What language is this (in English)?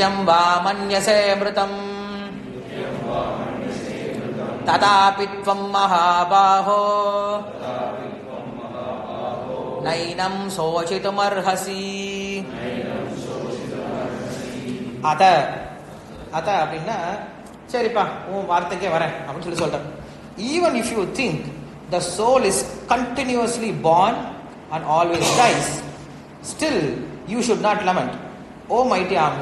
Tamil